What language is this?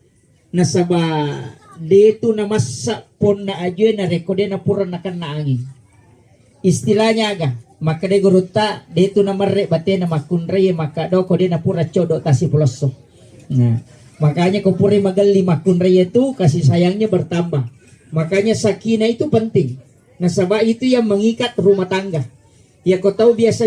Buginese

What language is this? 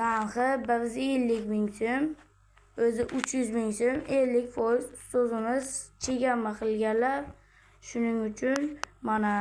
Uzbek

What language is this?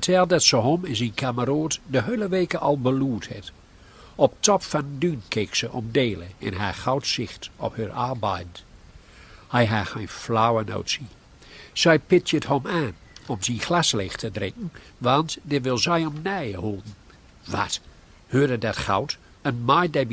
Gronings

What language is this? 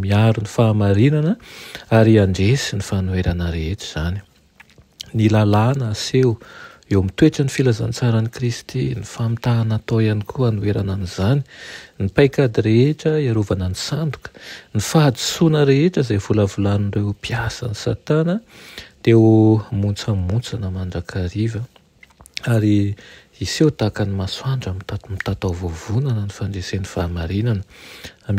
Malagasy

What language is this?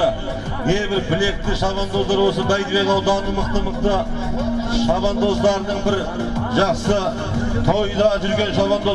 Kazakh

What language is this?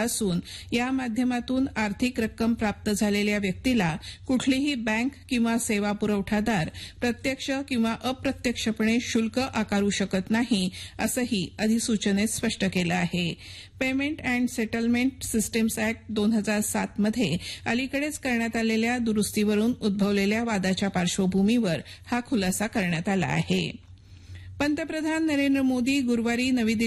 Marathi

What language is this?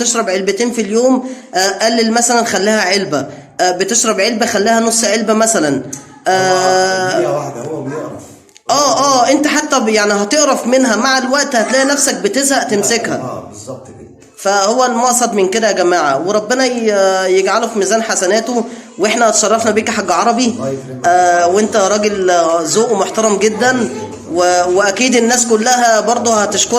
Egyptian Arabic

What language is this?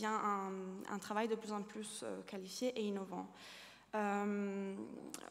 French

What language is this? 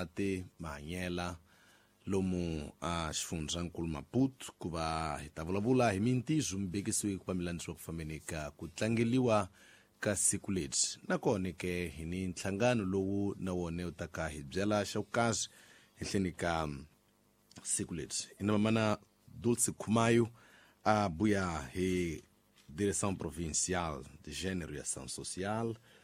Tsonga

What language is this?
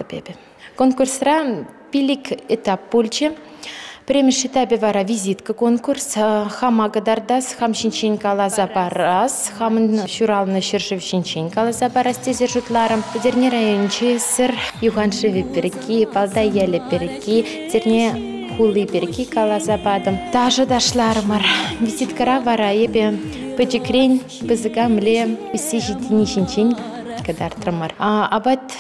Chuvash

